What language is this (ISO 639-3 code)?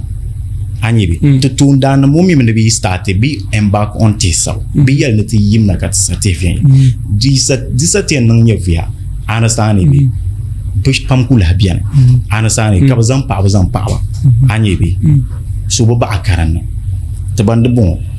dag